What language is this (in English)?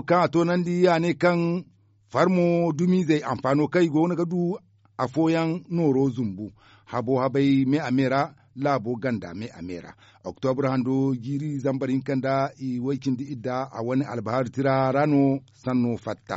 Zarma